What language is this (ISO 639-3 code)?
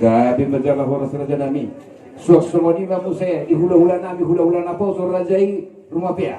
bbc